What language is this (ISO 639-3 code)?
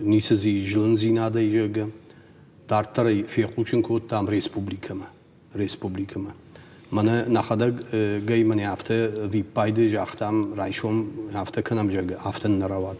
oss